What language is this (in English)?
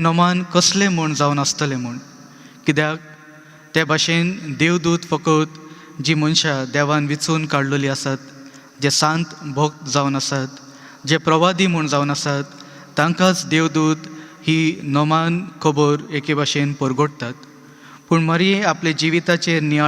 Konkani